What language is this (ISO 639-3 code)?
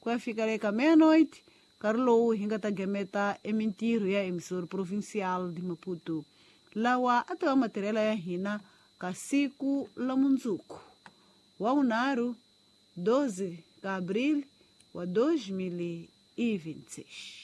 tso